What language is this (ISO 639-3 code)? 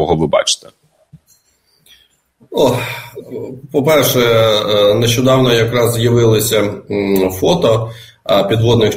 ukr